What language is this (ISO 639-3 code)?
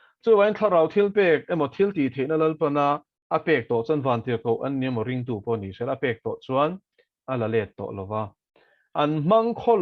lus